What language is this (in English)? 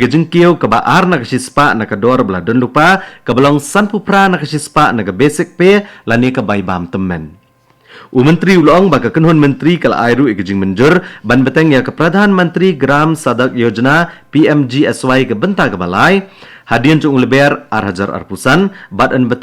Khasi